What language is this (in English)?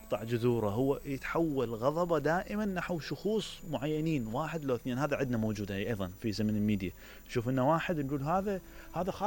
Mesopotamian Arabic